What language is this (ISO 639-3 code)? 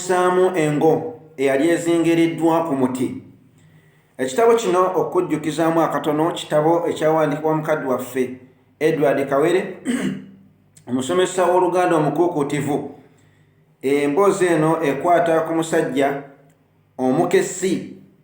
lug